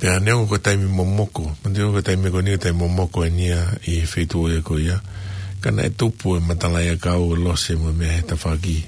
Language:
Tongan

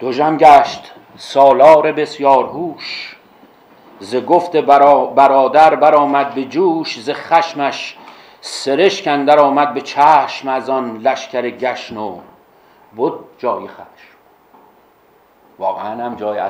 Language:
Persian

